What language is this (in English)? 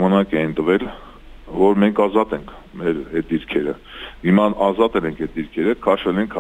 Armenian